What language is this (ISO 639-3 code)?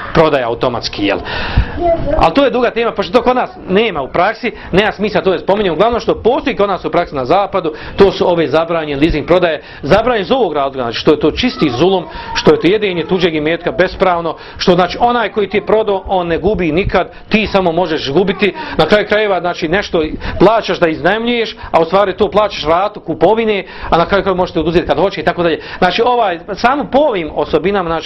bos